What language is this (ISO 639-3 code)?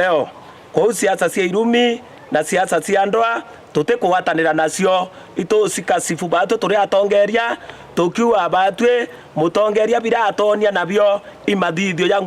mer